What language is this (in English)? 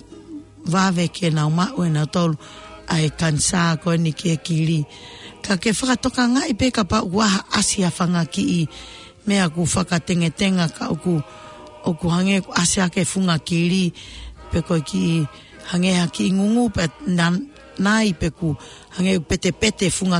Tongan